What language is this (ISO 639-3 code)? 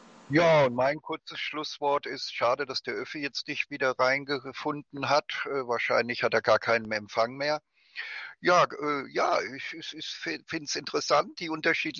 deu